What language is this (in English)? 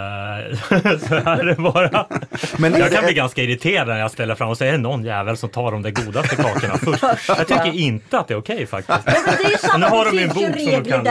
Swedish